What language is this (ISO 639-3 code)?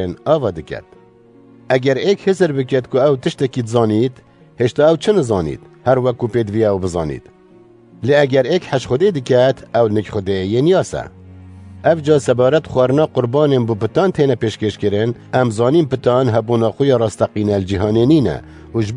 kur